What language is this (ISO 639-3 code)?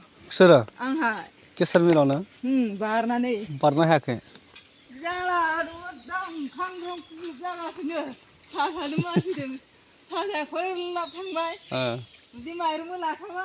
brx